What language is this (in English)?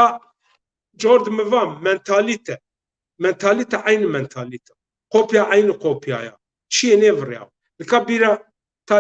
Zaza